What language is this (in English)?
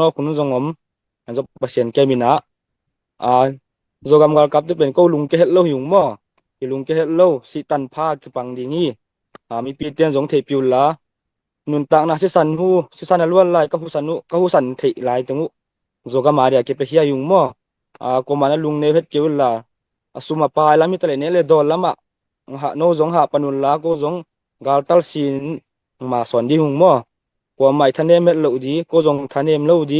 Tedim Chin